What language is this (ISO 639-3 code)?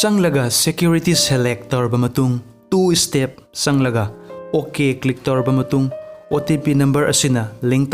mni